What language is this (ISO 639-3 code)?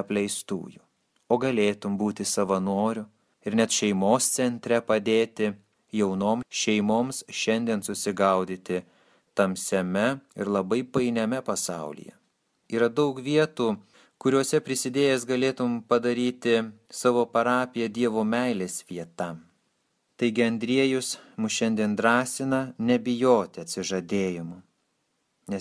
lit